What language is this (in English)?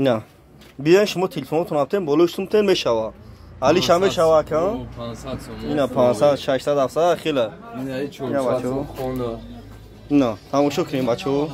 Tajik